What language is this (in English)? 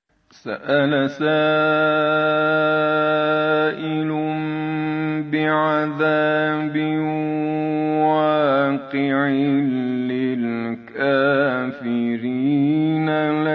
Arabic